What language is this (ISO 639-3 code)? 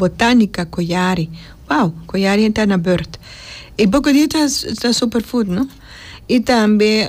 pap